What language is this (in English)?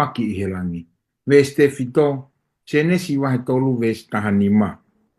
Tongan